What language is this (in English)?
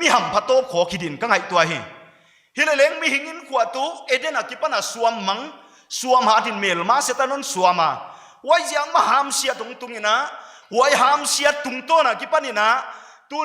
Paite Chin